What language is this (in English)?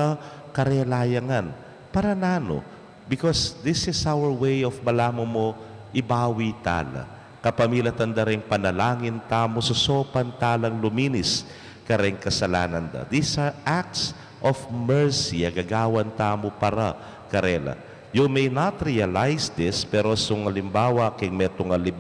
Pampanga